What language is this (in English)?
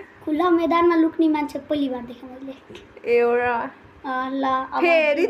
Nepali